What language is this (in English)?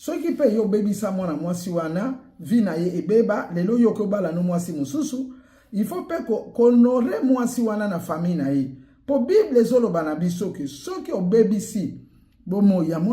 Lingala